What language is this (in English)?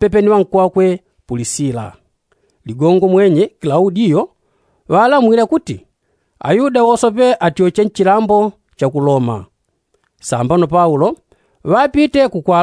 Yao